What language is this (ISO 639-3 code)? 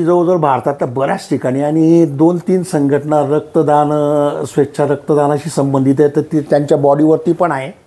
mar